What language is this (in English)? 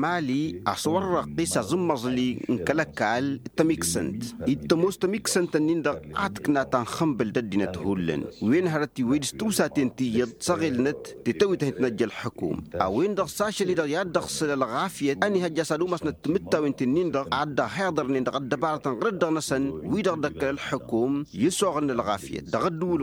Tamasheq